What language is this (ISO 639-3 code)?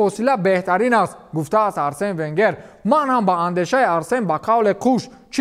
tgk